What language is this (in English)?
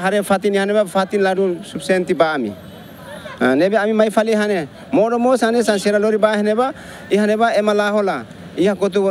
Tetum